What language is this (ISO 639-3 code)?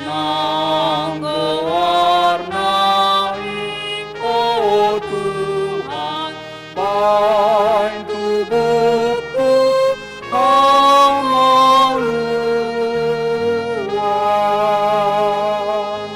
bbc